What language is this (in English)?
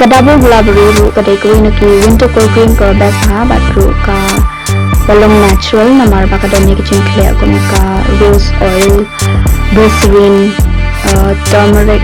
Khasi